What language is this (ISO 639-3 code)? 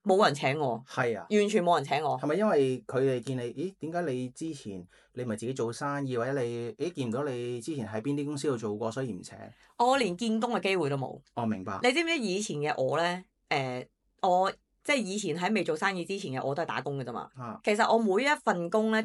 yue